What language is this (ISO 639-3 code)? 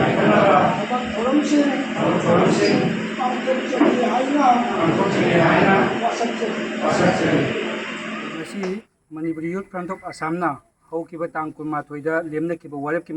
mni